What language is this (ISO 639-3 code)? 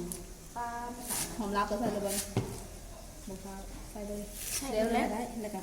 lao